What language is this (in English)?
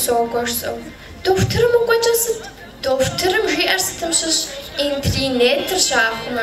Kabardian